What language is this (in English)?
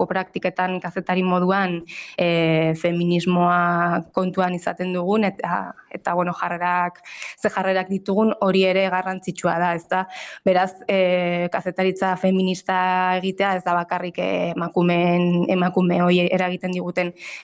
Basque